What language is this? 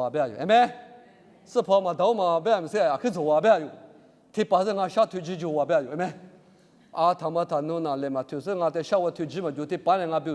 Lisu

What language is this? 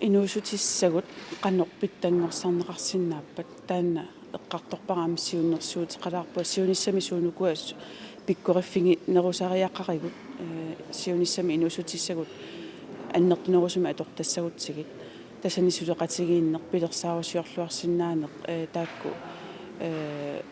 Kalaallisut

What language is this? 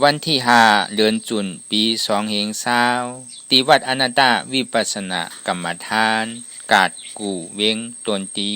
Shan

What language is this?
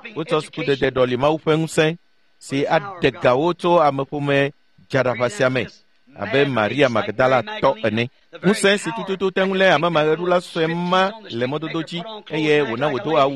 Ewe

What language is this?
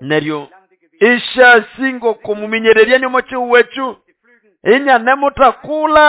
Nande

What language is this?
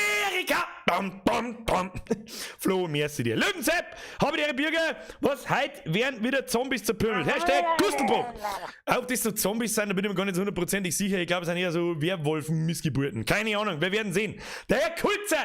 Bavarian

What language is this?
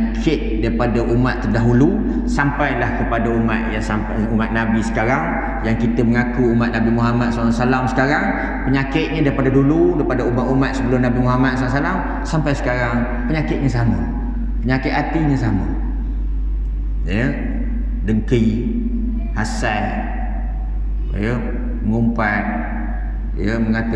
Malay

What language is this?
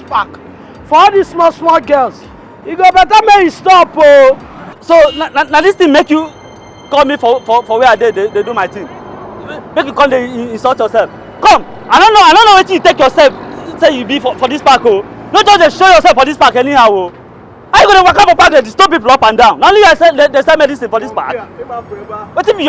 Nigerian Pidgin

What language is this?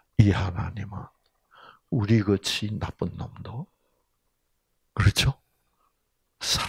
Korean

